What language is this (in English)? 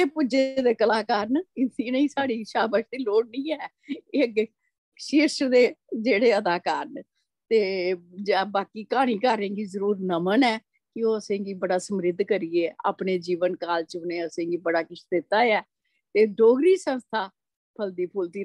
Dogri